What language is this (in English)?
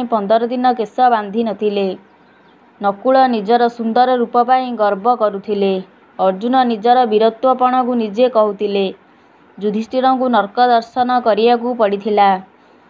Odia